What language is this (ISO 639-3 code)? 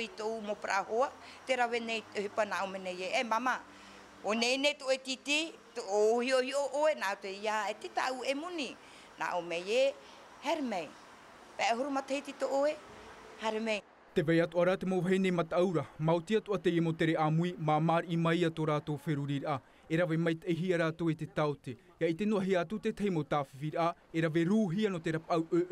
tah